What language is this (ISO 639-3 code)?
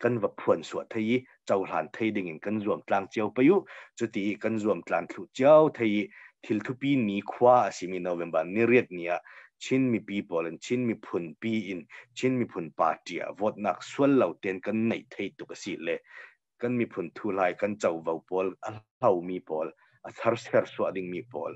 cnh